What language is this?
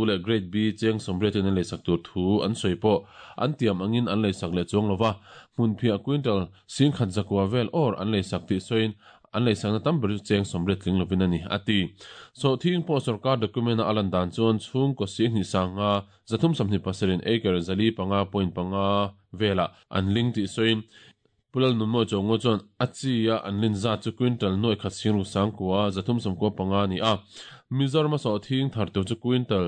Mizo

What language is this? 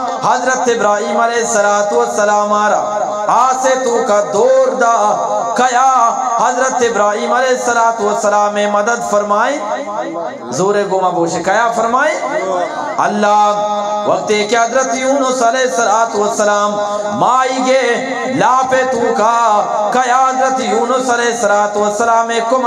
Eastern Balochi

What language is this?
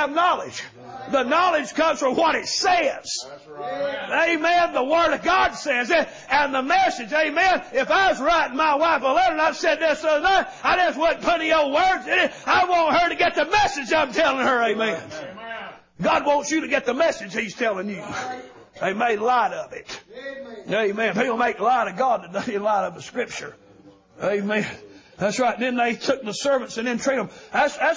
English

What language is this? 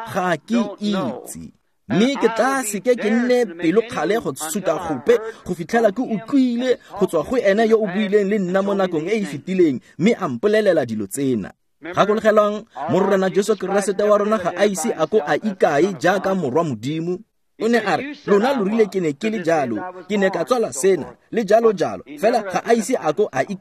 Tswana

